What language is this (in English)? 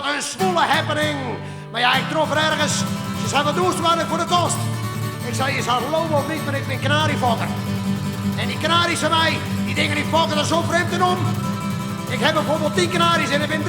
Western Frisian